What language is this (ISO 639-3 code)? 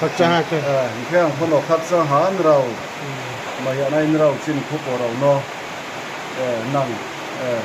ria